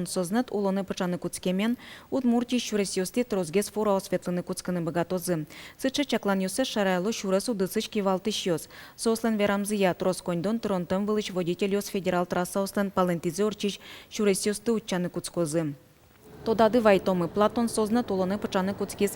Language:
Udmurt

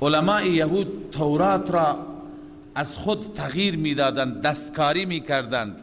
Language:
Persian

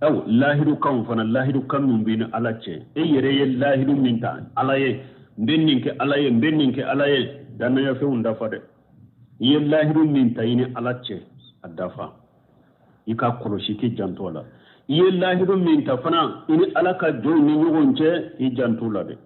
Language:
Bambara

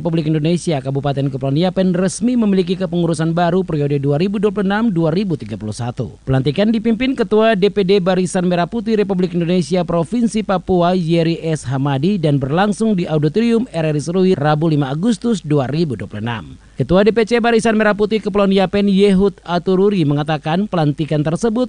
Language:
Indonesian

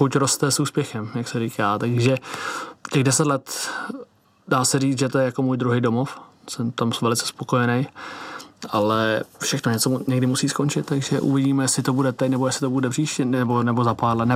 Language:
Czech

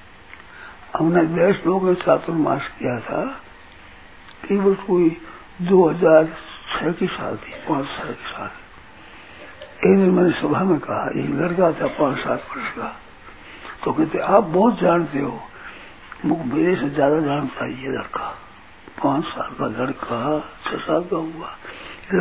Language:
Hindi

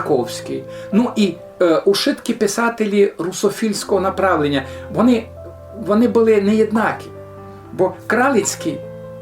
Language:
Rusyn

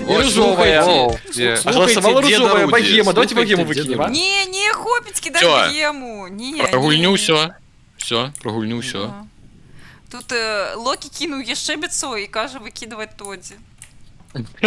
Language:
Belarusian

